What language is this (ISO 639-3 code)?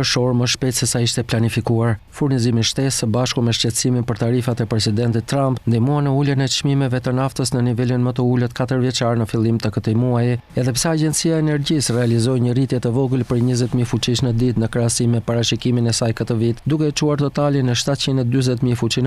sqi